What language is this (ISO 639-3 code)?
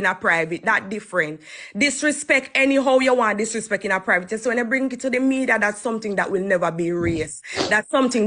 jam